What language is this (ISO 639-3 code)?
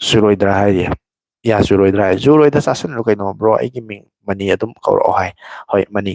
mni